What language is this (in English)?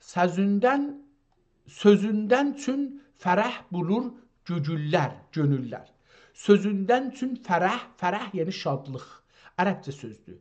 South Azerbaijani